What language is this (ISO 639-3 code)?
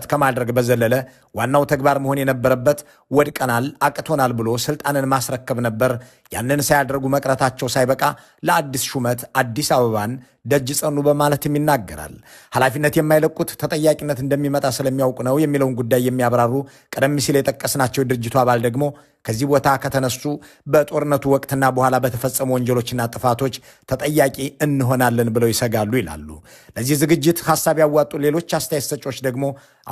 amh